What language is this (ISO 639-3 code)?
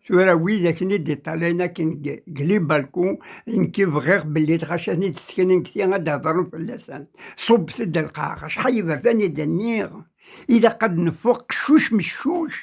kab